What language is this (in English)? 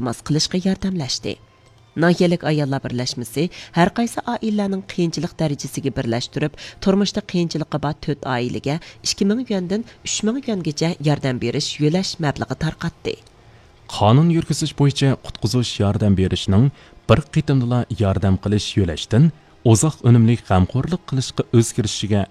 Uyghur